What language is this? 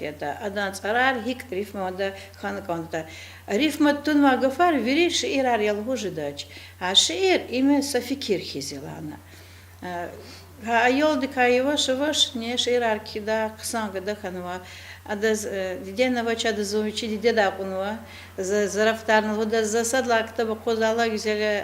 Lezghian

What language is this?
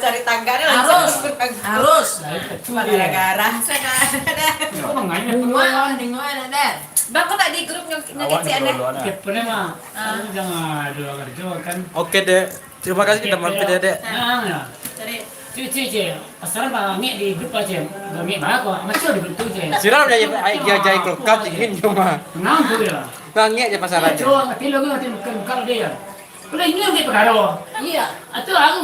Minangkabau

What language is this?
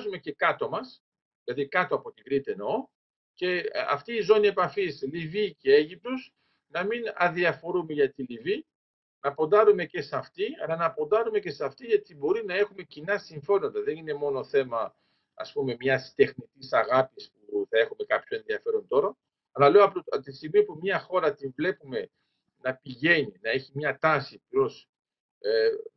Greek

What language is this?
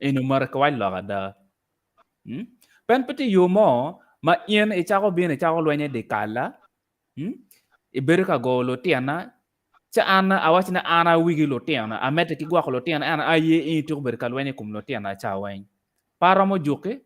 Acoli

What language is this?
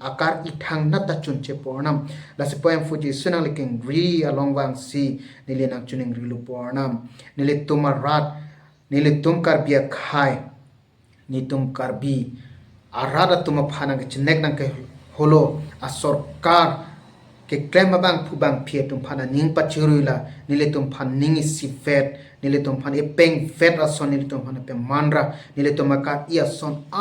Karbi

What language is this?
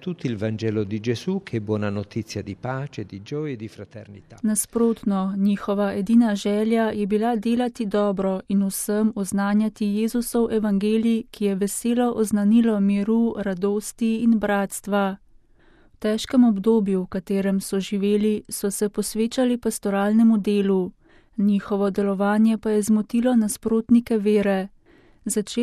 Slovenian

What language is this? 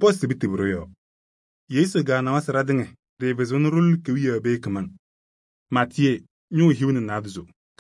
Kabiyè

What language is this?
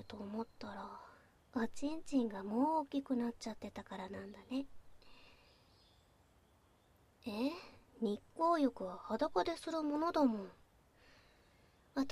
Japanese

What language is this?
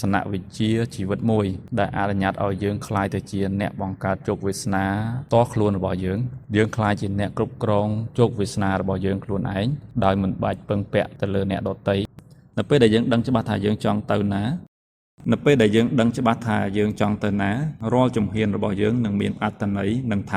Khmer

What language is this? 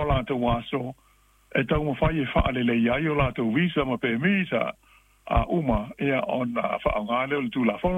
Samoan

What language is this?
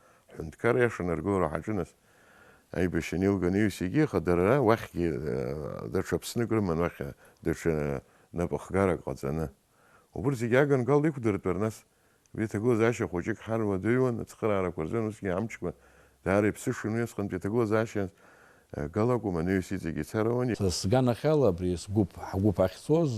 Abkhazian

